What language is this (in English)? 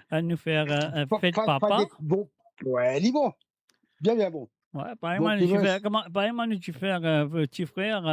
Morisyen